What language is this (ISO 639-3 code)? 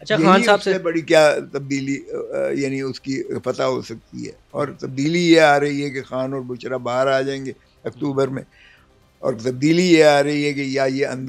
urd